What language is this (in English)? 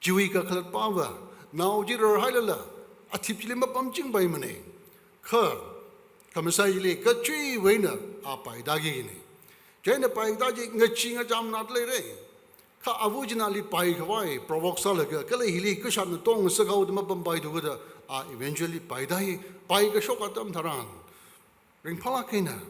Tangkhul Naga (India)